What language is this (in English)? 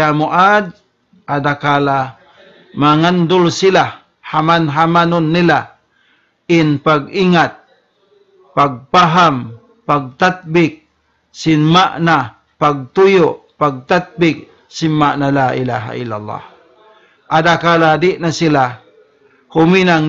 Tausug